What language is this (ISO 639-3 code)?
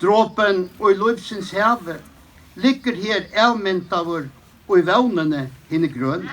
fao